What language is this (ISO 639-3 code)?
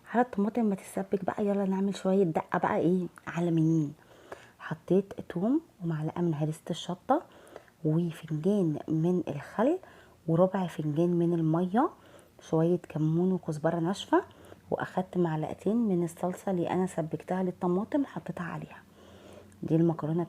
arz